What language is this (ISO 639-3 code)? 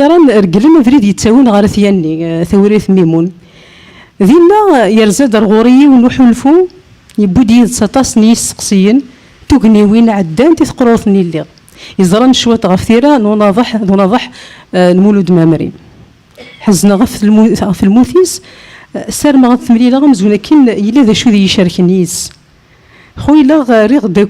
kab